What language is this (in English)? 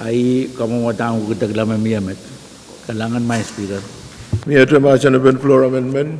Pohnpeian